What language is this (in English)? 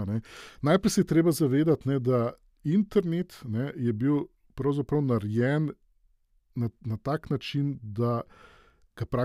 Slovenian